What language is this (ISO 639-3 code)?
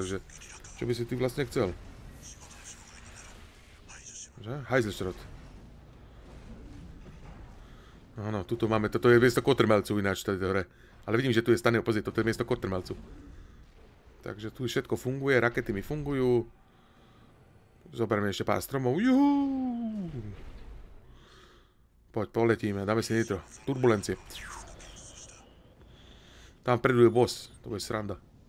slk